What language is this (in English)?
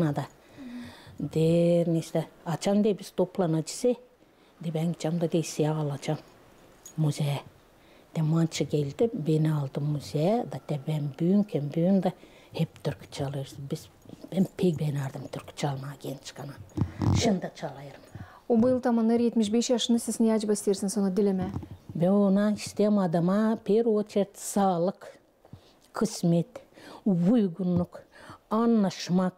Gagauz